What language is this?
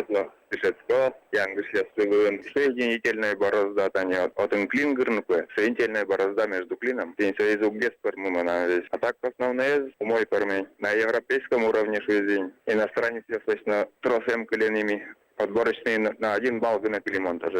Udmurt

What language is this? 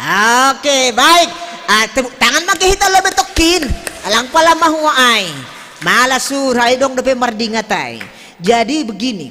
Batak Simalungun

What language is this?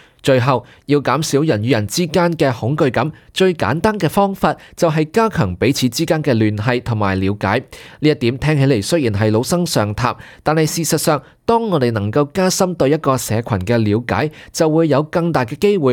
Cantonese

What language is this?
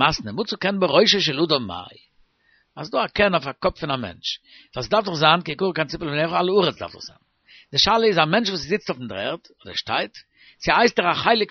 Yiddish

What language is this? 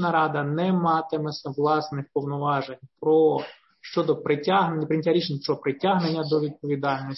Ukrainian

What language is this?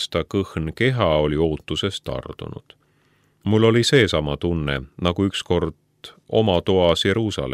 Estonian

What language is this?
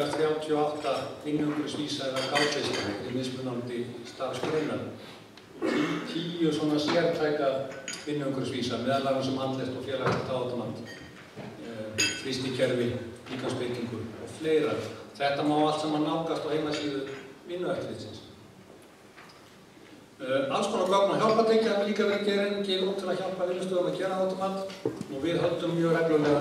Icelandic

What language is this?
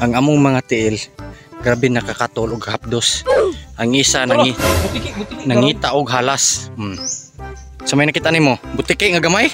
Cebuano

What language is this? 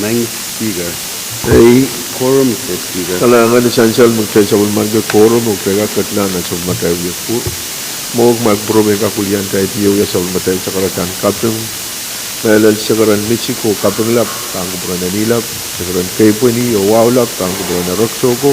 Pohnpeian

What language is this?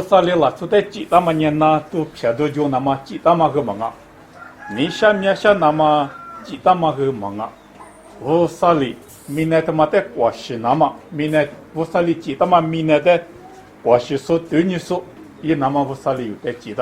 Lisu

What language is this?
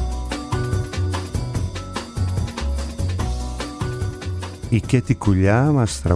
Greek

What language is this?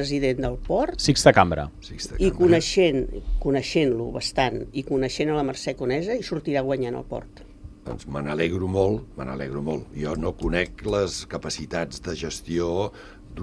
Catalan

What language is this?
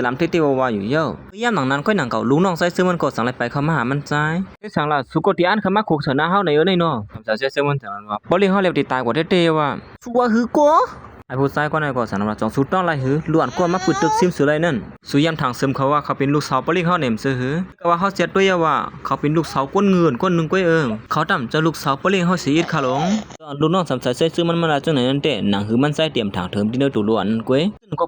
Shan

